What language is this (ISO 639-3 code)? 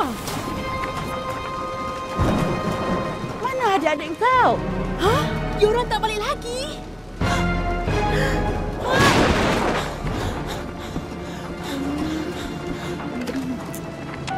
msa